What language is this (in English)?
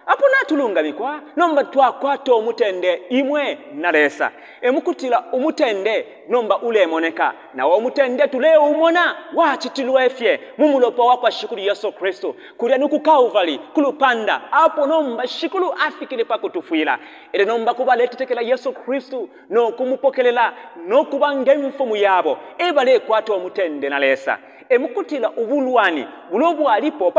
Bemba